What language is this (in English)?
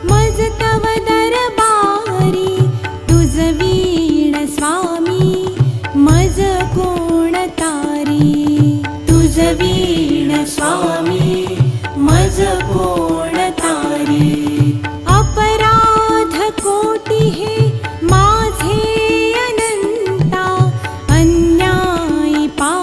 Marathi